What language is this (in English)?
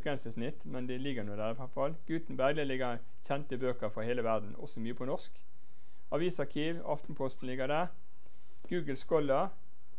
Norwegian